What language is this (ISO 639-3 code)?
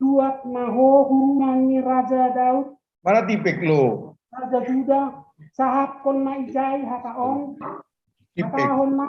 bts